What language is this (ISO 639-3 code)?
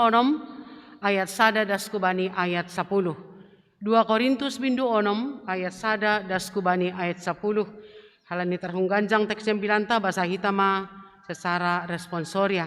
bts